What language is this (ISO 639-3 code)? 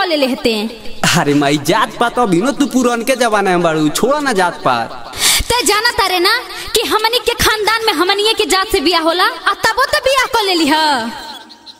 bho